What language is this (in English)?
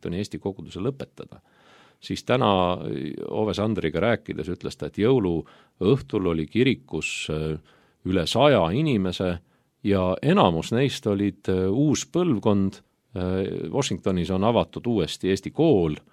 Estonian